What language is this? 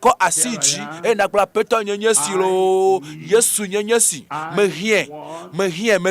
Ewe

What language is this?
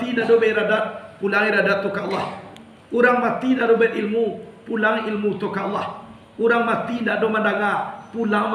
Minangkabau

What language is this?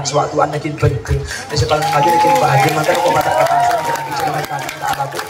Madurese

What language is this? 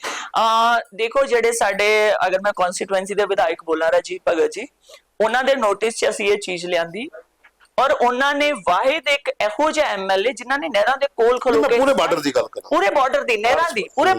Dogri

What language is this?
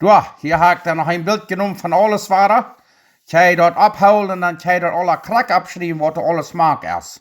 Plautdietsch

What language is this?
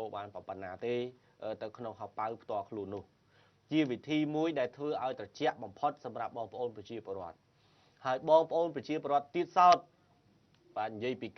Khmer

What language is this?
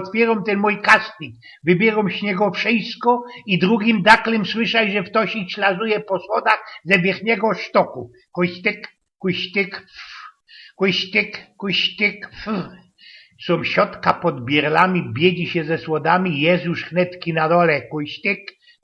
Silesian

